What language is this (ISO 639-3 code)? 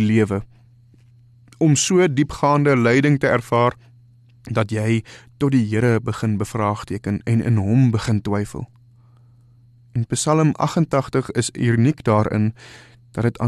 afr